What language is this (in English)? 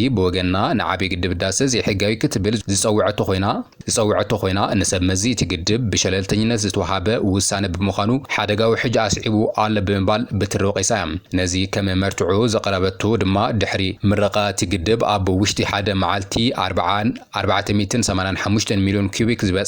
Tigrinya